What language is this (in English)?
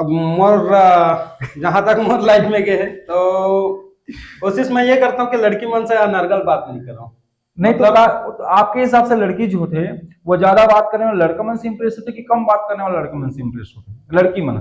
Chhattisgarhi